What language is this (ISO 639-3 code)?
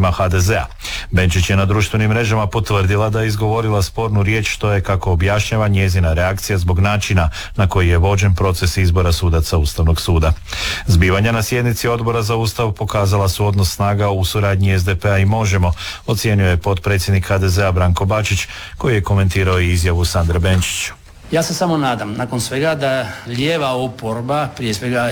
hrv